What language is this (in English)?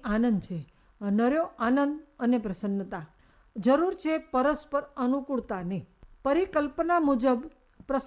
Gujarati